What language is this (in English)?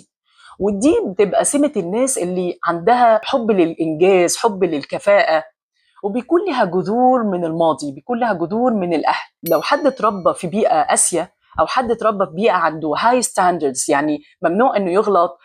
Egyptian Arabic